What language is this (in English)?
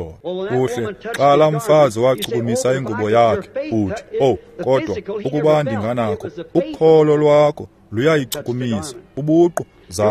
Xhosa